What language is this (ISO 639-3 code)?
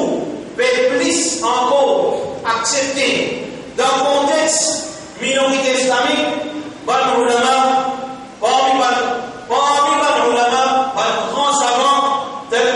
mfe